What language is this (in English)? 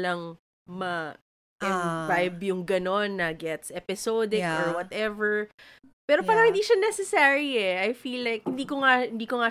Filipino